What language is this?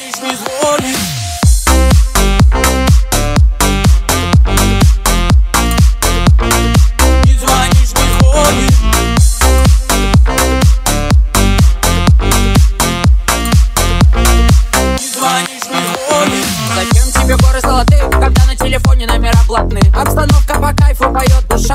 Russian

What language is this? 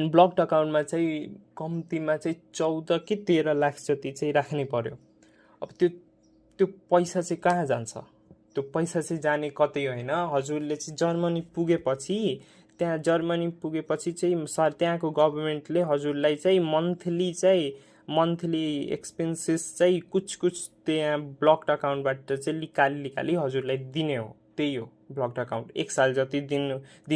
Nepali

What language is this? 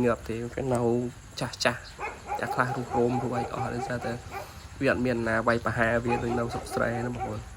Khmer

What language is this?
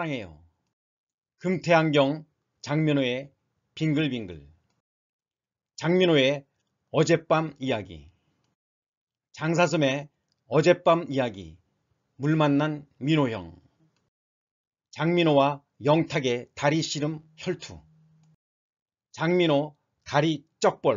Korean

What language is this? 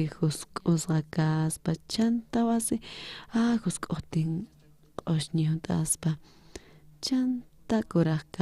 South Bolivian Quechua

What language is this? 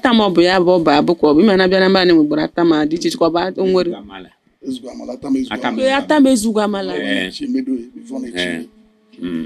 Igbo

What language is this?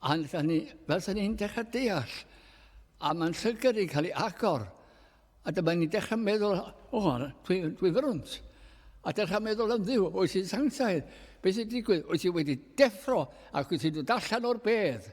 Welsh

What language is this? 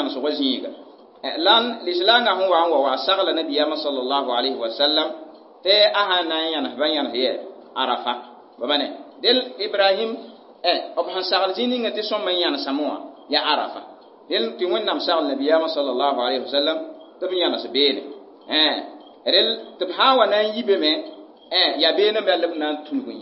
Mossi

